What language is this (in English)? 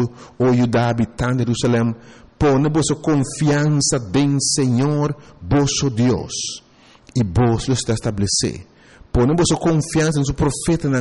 Papiamento